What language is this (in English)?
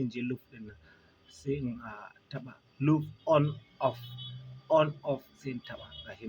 Hausa